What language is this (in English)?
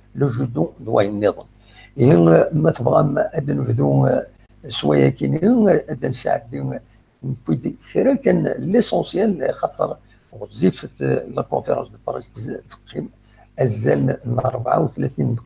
Kabyle